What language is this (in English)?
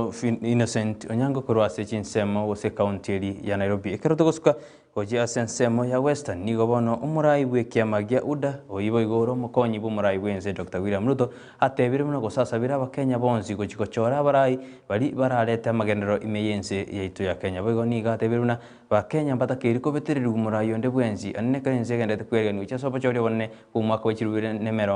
Gusii